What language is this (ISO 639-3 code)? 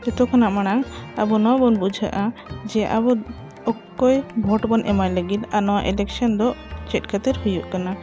sat